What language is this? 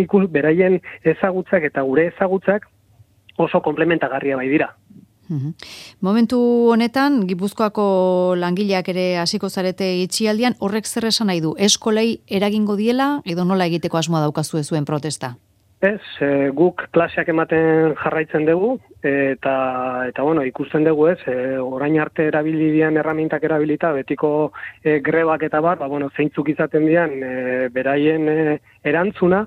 Basque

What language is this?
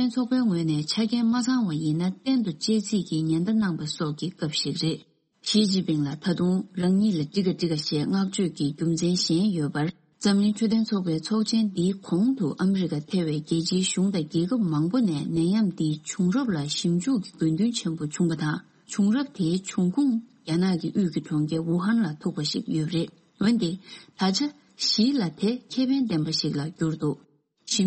Tibetan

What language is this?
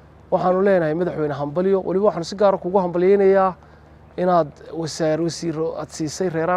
Somali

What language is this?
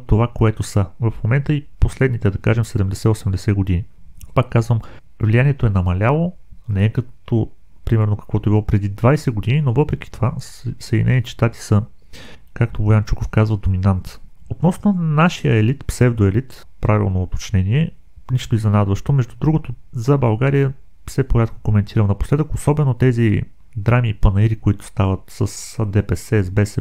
Bulgarian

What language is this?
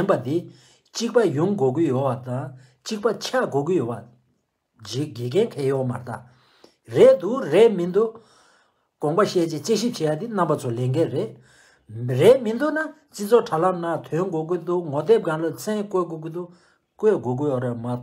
Tibetan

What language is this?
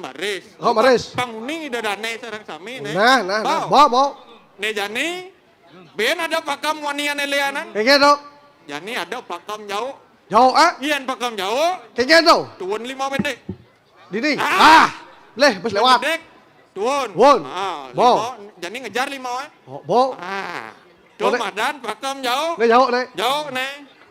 Balinese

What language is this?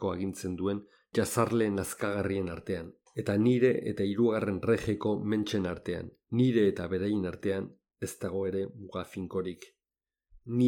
Basque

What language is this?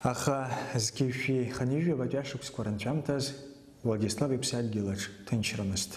Abkhazian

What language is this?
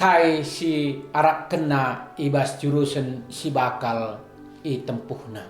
Batak Karo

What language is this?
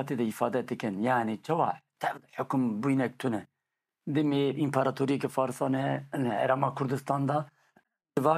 Kurdish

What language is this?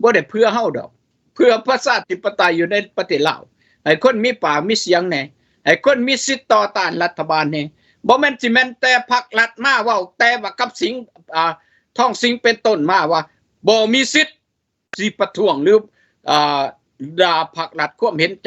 Lao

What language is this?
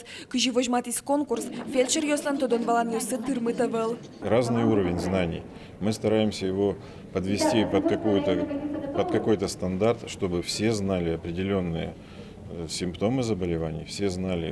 Udmurt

